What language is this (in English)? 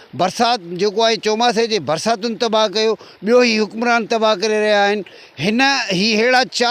Sindhi